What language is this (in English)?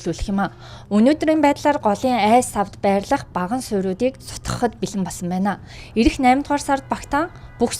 Mongolian